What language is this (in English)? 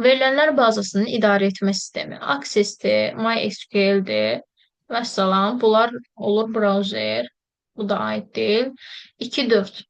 Azerbaijani